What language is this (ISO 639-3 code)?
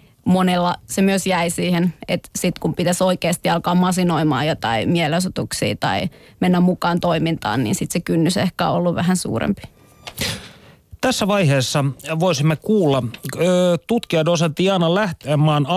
fin